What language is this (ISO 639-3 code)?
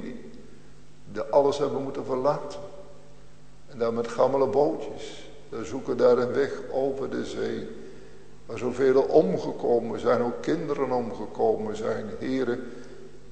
nld